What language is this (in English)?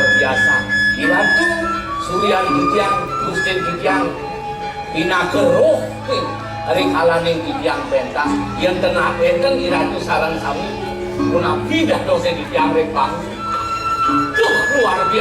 Balinese